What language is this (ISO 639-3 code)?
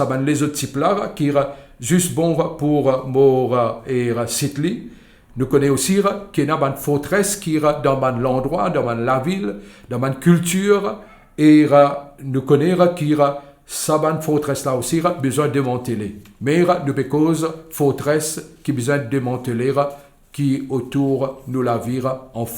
mfe